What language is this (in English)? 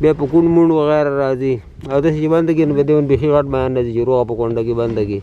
Pashto